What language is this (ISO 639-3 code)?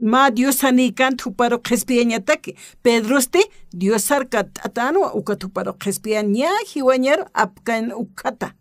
aym